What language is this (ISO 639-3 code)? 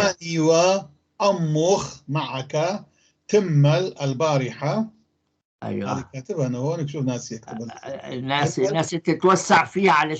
apc